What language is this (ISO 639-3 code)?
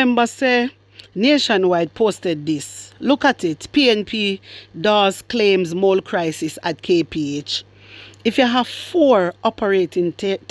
jam